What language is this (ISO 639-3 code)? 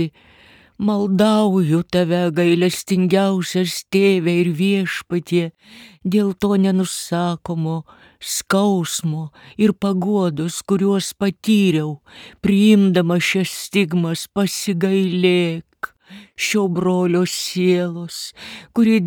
lit